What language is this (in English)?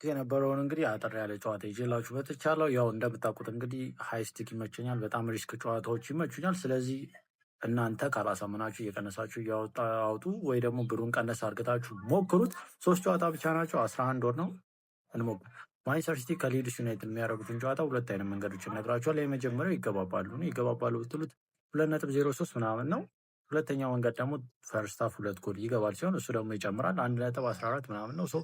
Amharic